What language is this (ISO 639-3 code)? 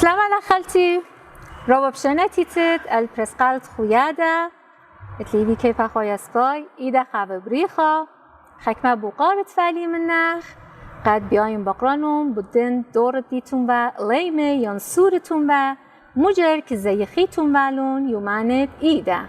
aii